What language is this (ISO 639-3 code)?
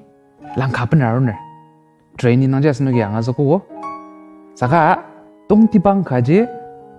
njo